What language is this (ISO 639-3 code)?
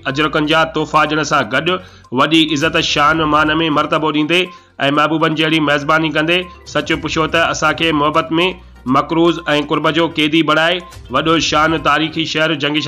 snd